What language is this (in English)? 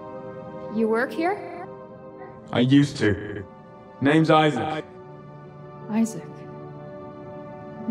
English